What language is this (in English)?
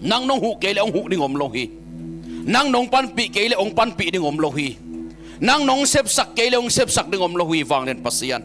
Tedim Chin